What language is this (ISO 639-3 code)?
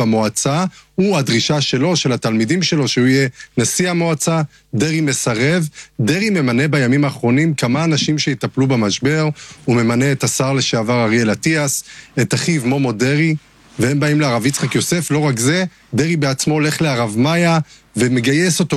heb